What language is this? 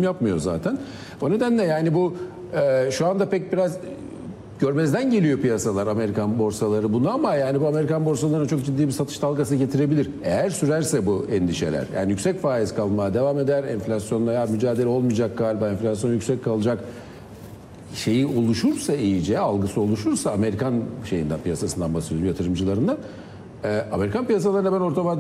Turkish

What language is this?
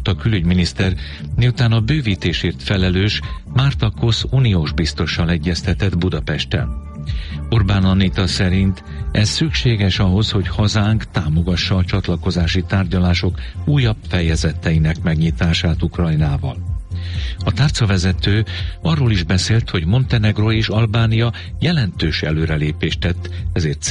Hungarian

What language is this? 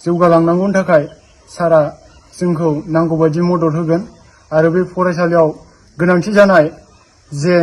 Bodo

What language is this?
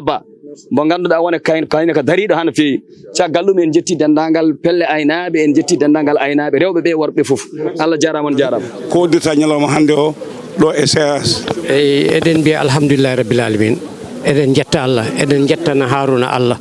Fula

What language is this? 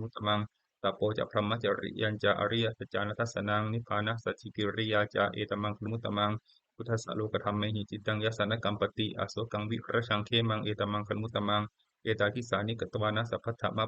Pali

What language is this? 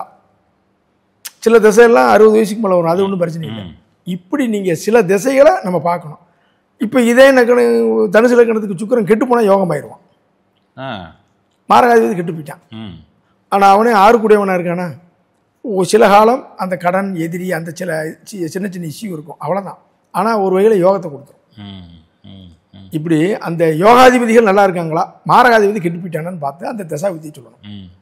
Tamil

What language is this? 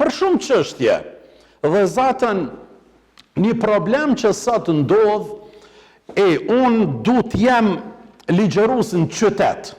Albanian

